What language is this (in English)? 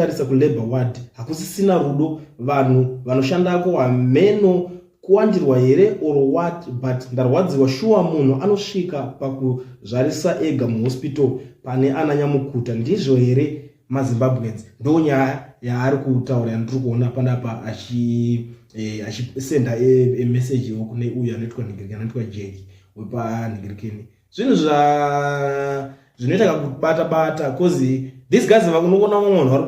Shona